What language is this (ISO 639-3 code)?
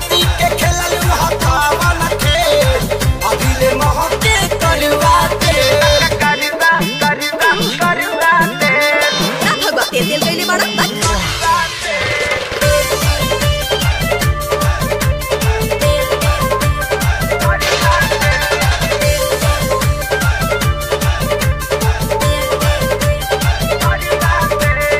bho